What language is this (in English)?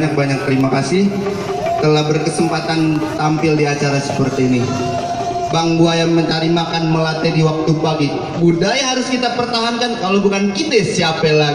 Betawi